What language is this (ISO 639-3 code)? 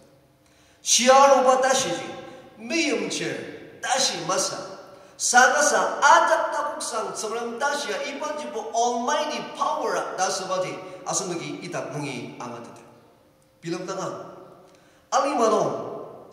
njo